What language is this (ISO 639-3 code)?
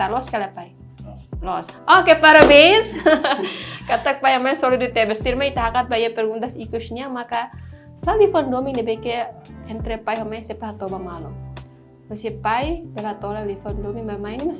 tet